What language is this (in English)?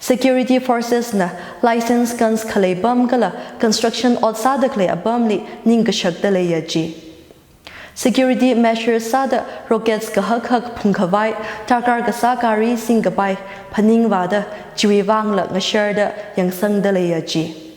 Tangkhul Naga (India)